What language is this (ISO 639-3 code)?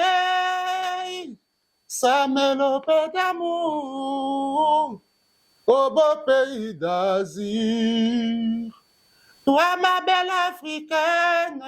lin